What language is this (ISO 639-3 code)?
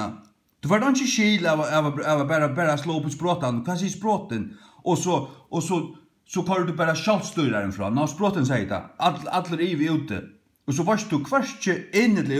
fao